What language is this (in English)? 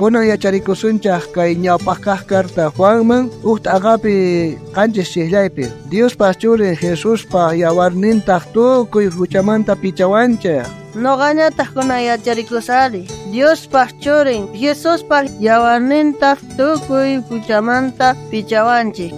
South Bolivian Quechua